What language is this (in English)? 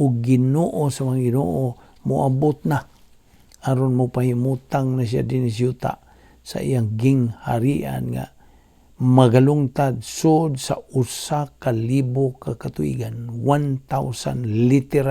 Cebuano